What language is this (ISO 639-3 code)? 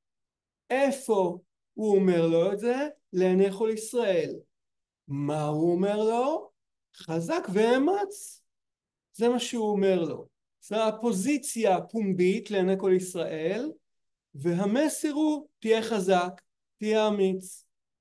heb